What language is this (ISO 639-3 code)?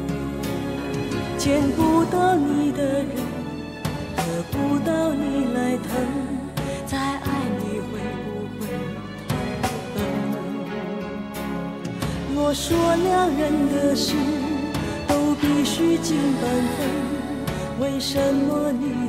zho